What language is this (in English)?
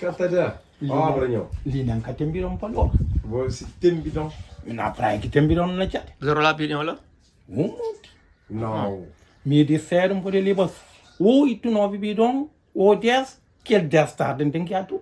Kabuverdianu